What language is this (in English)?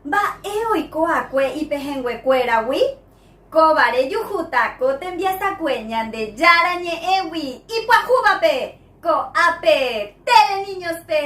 Guarani